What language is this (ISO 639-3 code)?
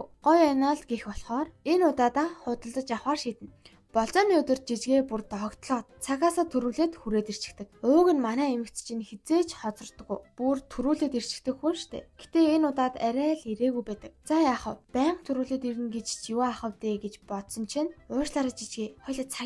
mon